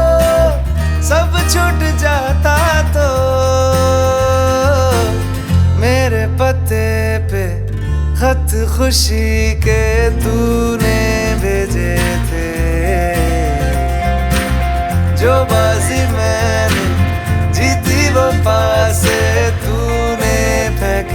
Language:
Hindi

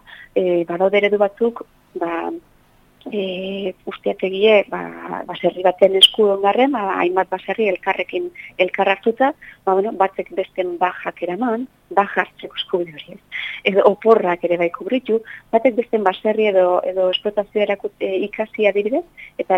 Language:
Basque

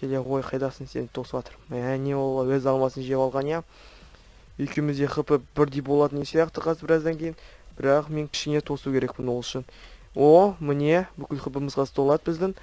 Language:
Kazakh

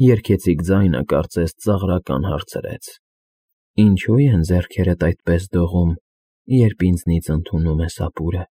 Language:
Armenian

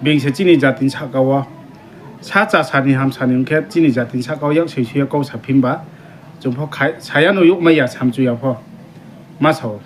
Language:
Riang (India)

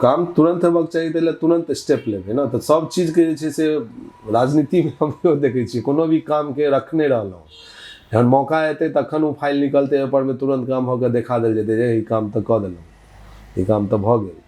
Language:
Maithili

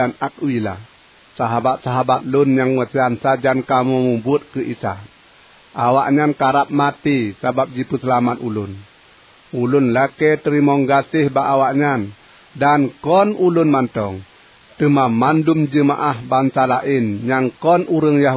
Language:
Achinese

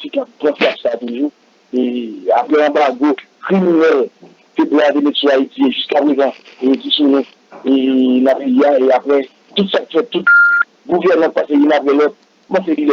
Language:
Haitian Creole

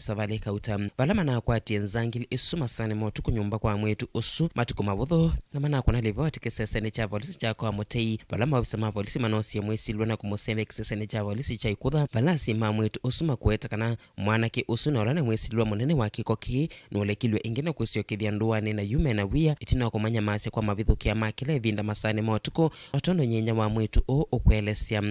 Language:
Kamba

